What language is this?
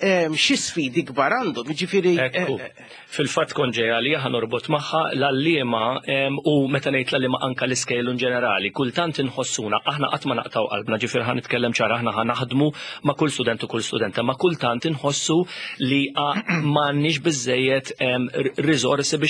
Maltese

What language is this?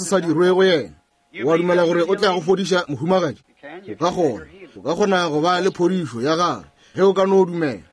Northern Sotho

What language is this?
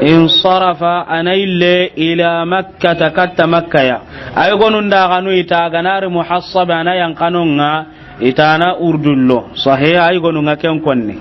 Soninke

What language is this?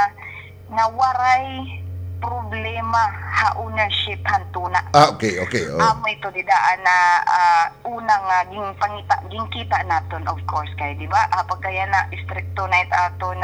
Waray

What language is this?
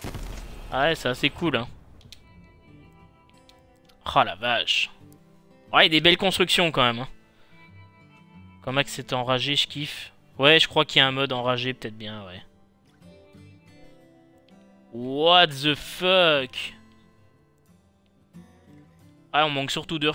French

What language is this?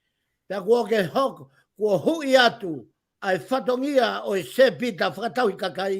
Tongan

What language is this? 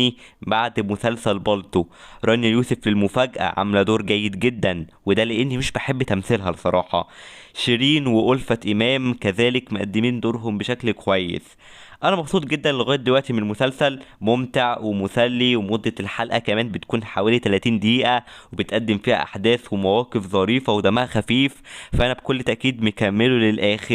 Egyptian Arabic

